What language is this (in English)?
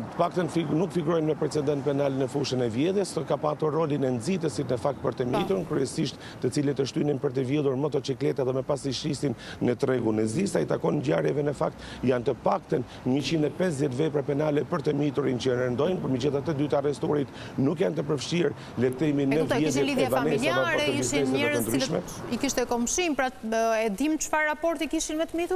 Albanian